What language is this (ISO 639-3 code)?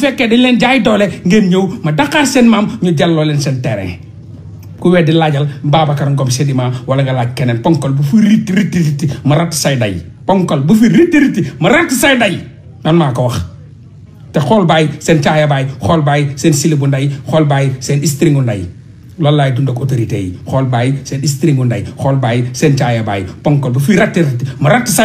wol